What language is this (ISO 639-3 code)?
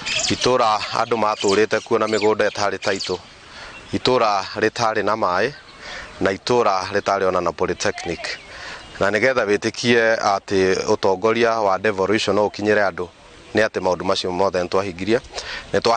kik